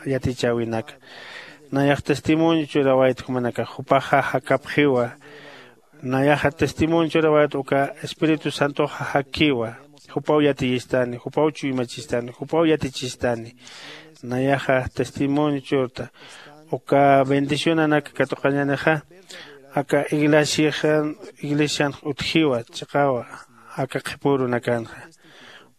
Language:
Aymara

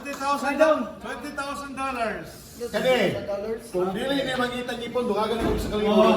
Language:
Cebuano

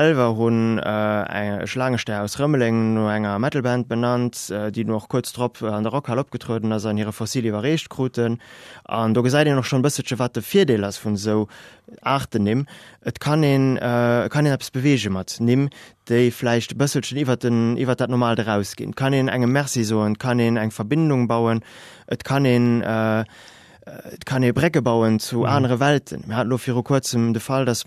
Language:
Luxembourgish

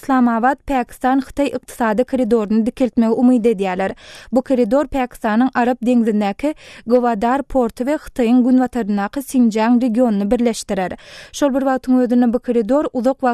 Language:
Turkmen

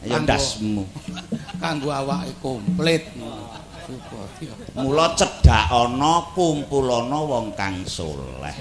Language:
Javanese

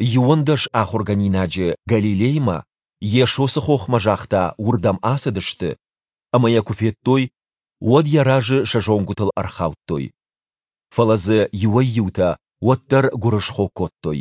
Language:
Ossetic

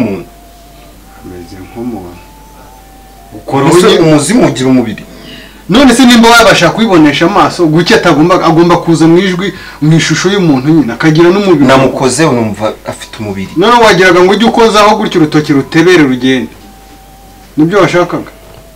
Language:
Kinyarwanda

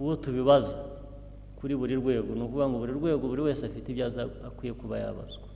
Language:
Kinyarwanda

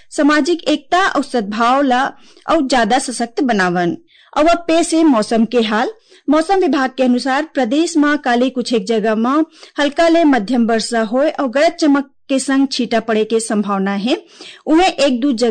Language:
Chhattisgarhi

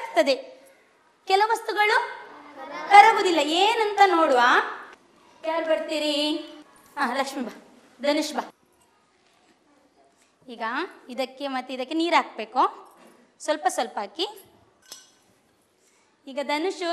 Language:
Kannada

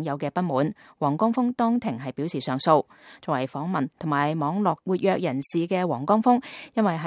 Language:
Cantonese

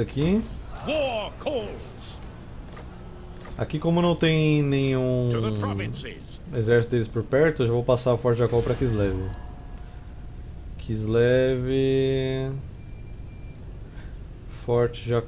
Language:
Portuguese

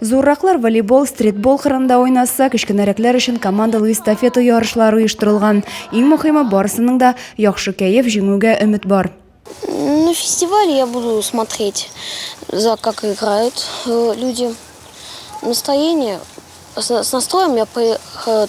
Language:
Tatar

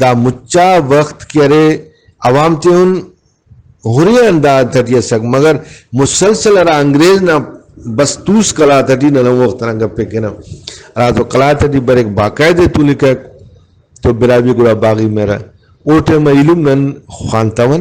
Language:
Brahui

